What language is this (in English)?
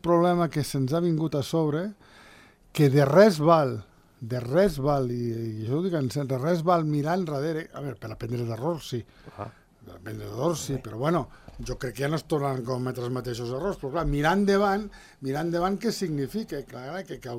Catalan